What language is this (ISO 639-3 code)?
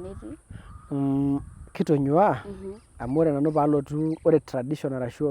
mas